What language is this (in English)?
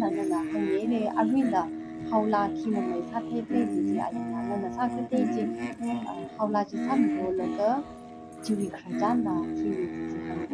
Tangkhul Naga (India)